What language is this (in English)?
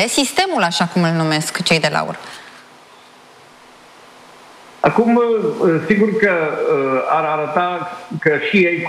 Romanian